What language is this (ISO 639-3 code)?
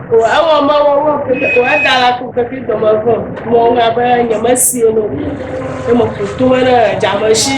ewe